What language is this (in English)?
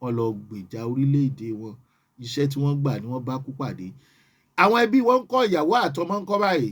Yoruba